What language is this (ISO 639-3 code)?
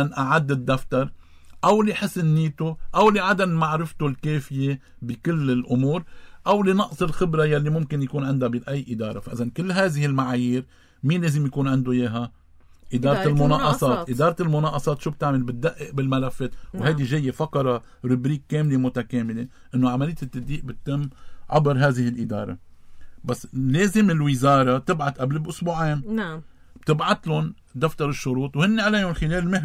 apc